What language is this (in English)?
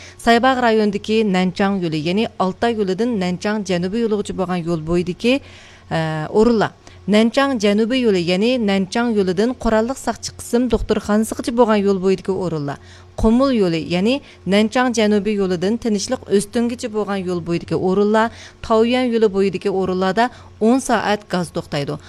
Uyghur